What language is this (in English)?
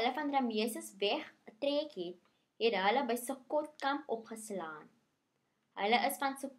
Afrikaans